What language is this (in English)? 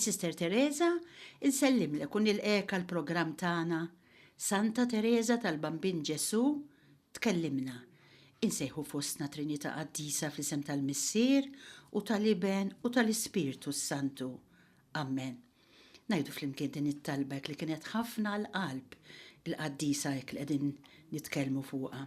Maltese